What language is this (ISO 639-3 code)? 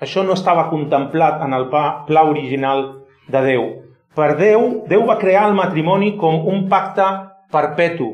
cat